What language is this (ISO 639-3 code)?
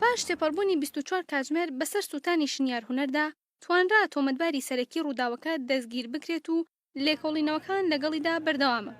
ckb